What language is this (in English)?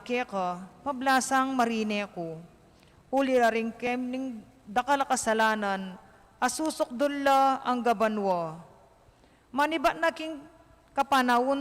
Pampanga